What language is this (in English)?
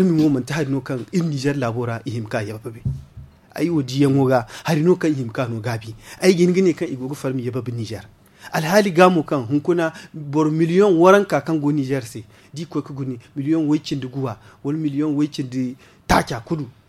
Zarma